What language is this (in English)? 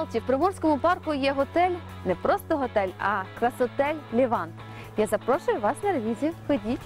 Ukrainian